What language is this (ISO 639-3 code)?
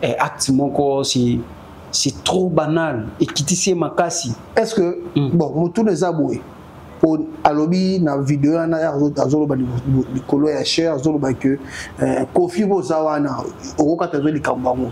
lin